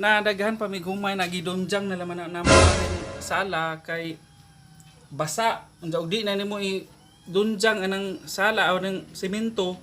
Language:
Cebuano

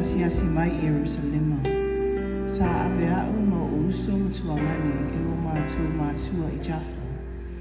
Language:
Samoan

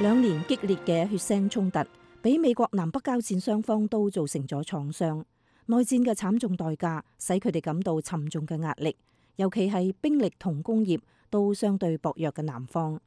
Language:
Cantonese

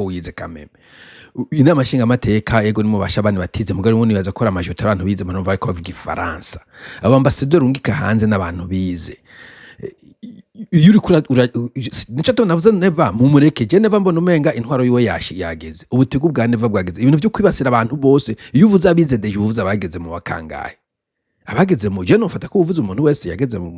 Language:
Rundi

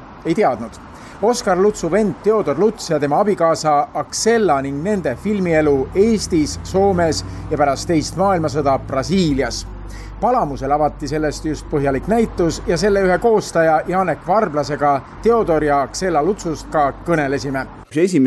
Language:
Estonian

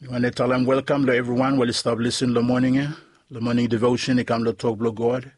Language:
Bislama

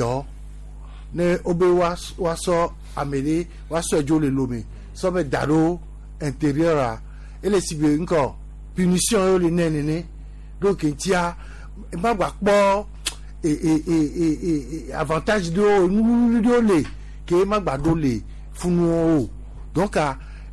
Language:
Gen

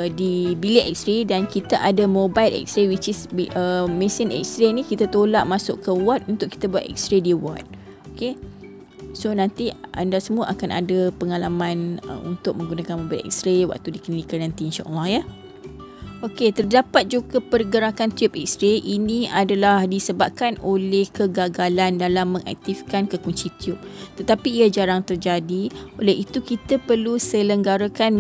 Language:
Malay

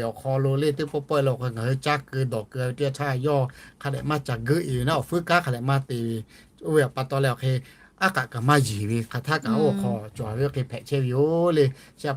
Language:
Lahu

